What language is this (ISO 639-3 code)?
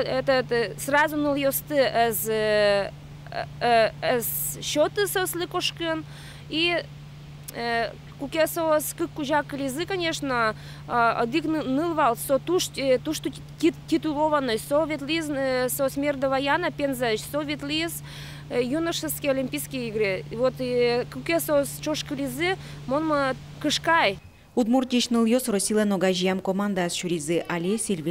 udm